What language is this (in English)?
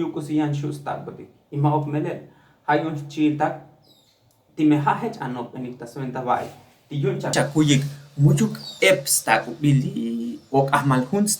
Tzotzil